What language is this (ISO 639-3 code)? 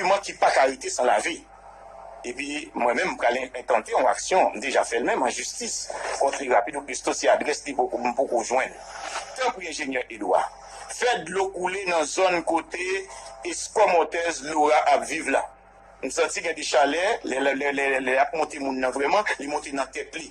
hat